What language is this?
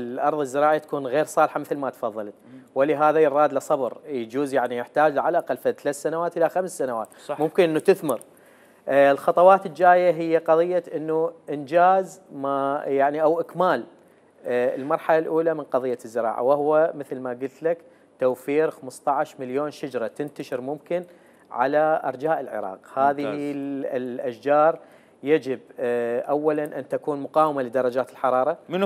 Mesopotamian Arabic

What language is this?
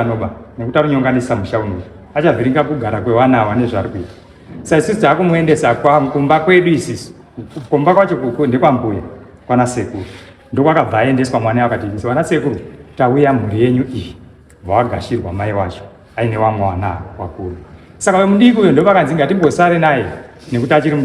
Shona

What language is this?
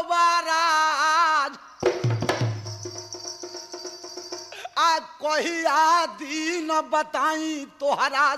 Bhojpuri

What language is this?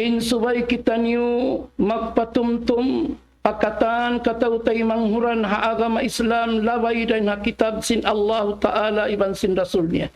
Tausug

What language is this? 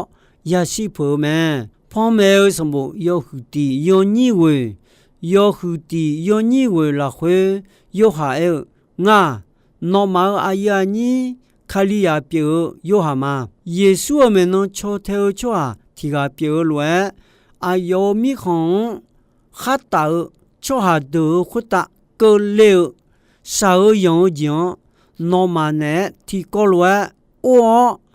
Akha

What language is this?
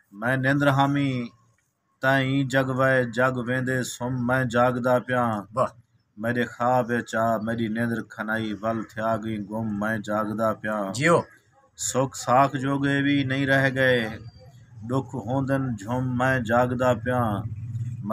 Saraiki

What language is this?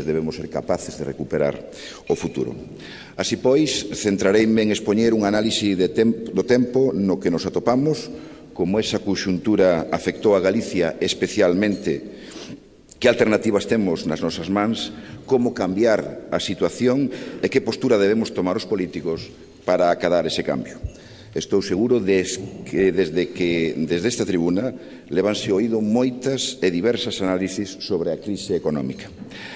Galician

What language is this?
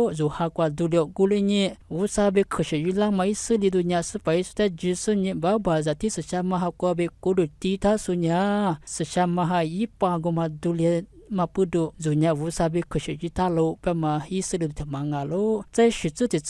Lisu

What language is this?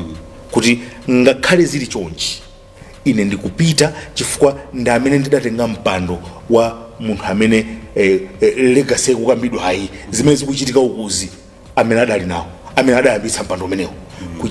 Nyanja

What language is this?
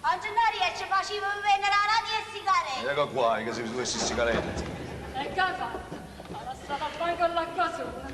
Neapolitan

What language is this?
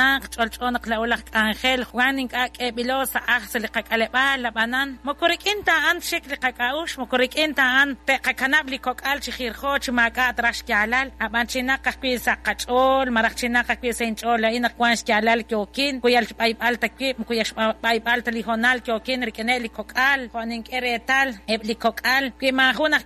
Kekchí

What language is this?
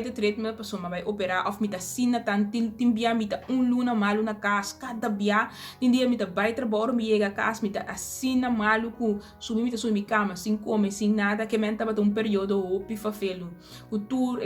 Papiamento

